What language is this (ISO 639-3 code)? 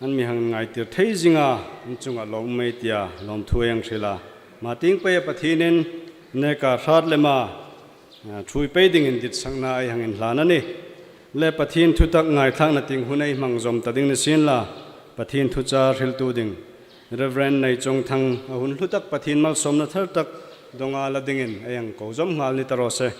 hmr